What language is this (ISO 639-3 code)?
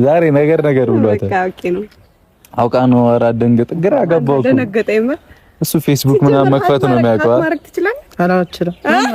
amh